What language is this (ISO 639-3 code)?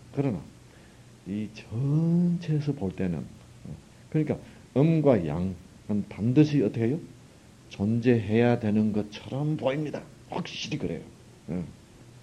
kor